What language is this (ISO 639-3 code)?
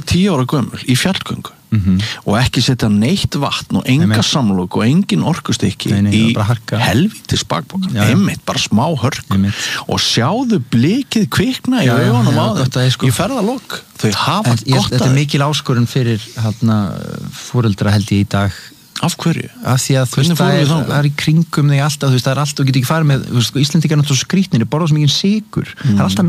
isl